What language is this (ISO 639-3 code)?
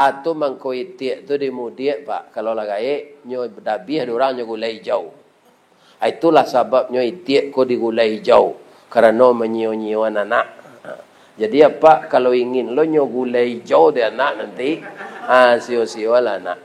min